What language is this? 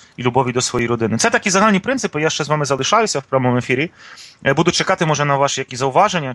Ukrainian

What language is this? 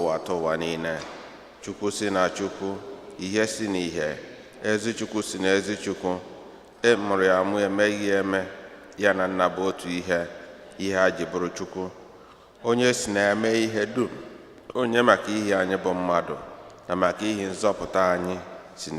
Igbo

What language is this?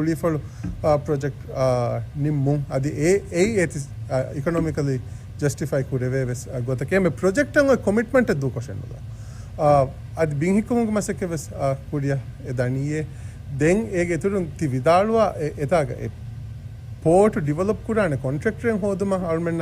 Divehi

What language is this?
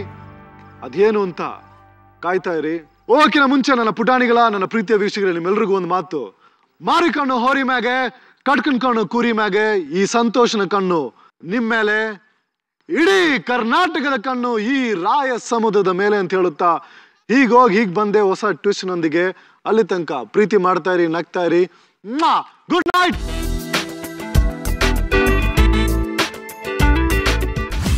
Kannada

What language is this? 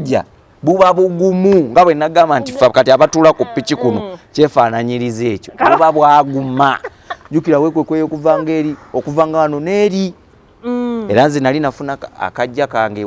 Ganda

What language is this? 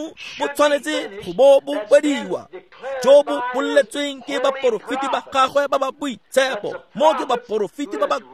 Tswana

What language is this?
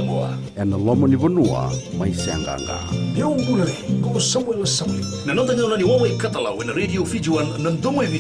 Fijian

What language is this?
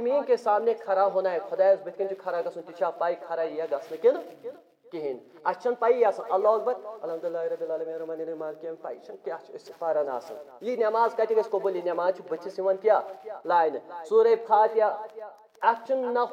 Kashmiri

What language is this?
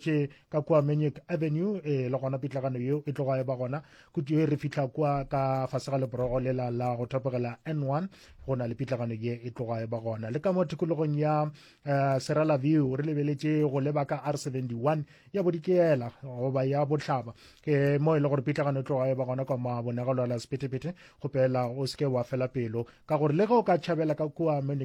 Northern Sotho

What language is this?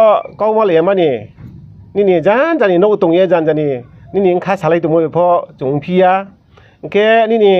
Riang (India)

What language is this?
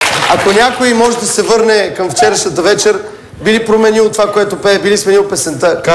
Bulgarian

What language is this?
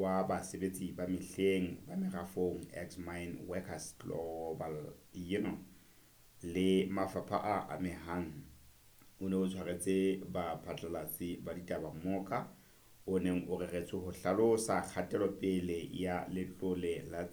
Southern Sotho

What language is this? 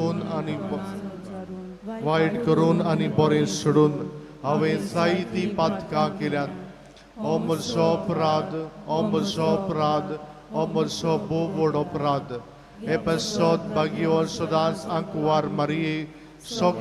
Konkani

